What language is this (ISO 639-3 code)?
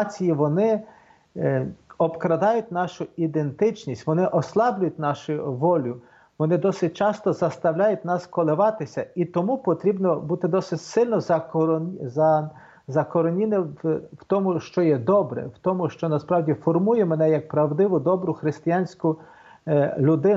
ukr